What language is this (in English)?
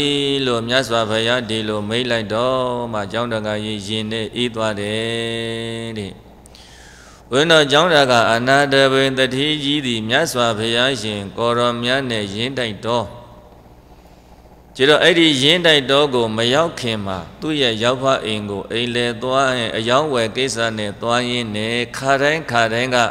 Burmese